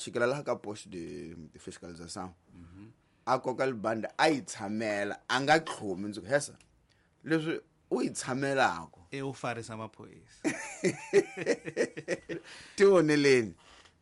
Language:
Tsonga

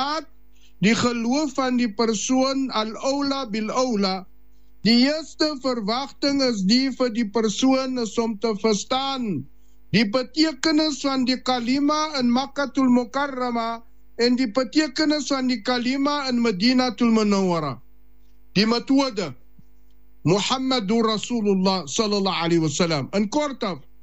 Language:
Afrikaans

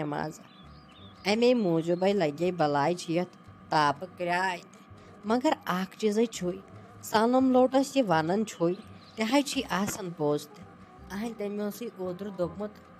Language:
Kashmiri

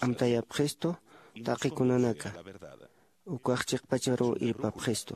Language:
Aymara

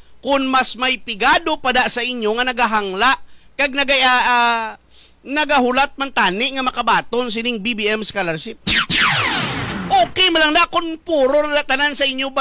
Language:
Hiligaynon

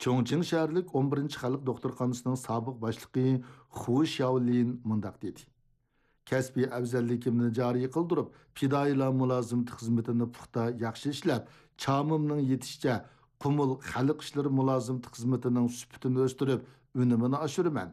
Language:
Uyghur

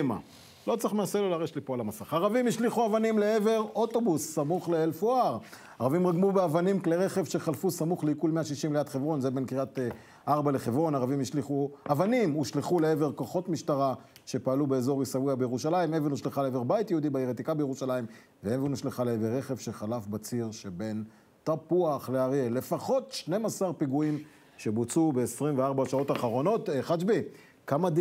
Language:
Hebrew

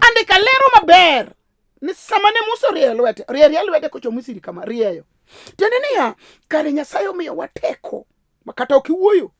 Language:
Luo (Kenya and Tanzania)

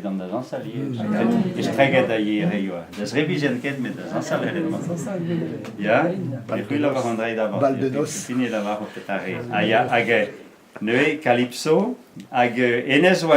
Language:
Breton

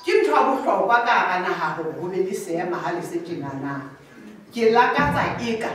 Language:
Southern Sotho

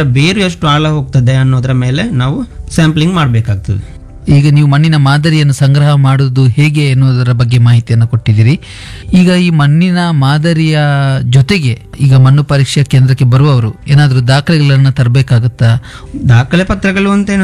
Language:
Kannada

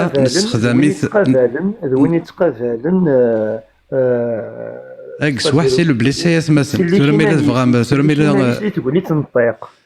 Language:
Kabyle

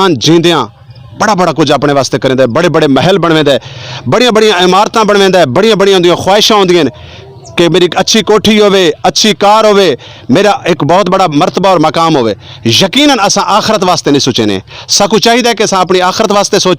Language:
Saraiki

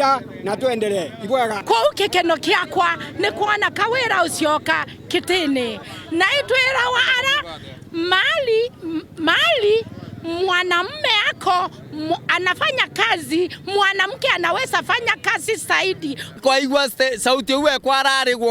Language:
Meru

